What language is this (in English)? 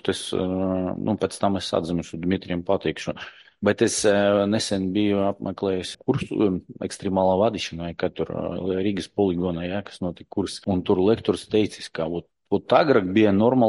Latvian